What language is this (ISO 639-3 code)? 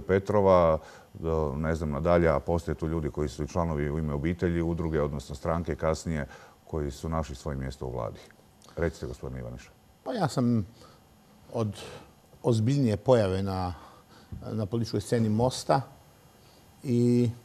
hrv